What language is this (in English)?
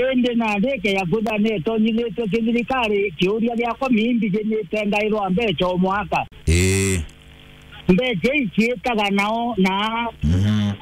Meru